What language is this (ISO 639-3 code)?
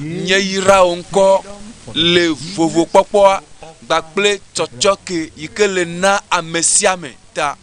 ewe